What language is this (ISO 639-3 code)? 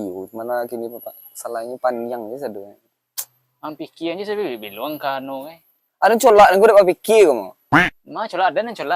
min